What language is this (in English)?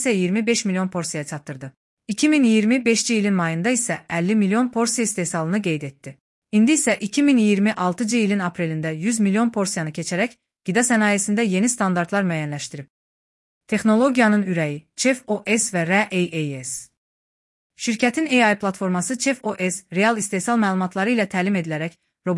Azerbaijani